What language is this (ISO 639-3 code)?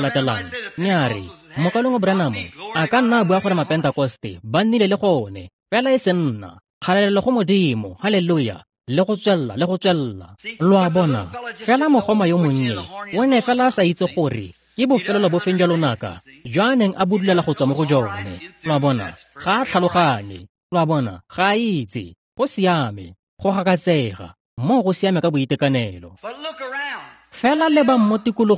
tsn